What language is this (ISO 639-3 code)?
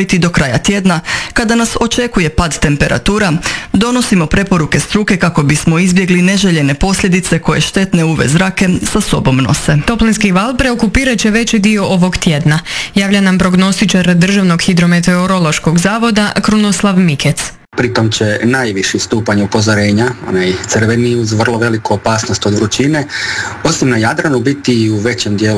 hrv